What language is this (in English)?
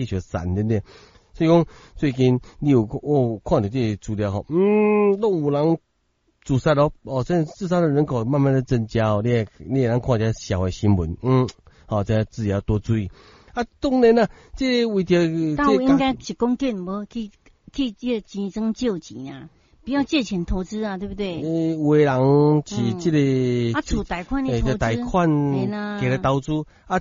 Min Nan Chinese